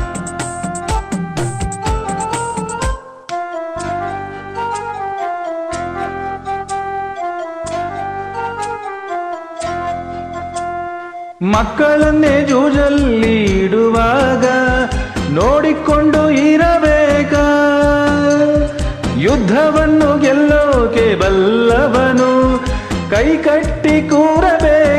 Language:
Kannada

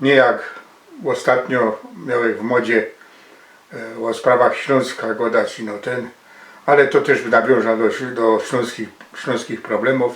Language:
Silesian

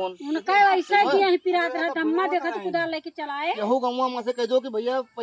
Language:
Awadhi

